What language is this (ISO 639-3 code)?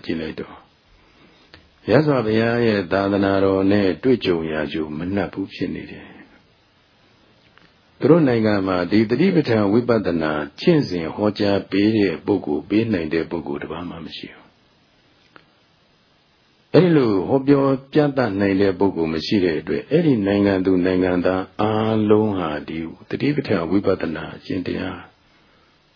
mya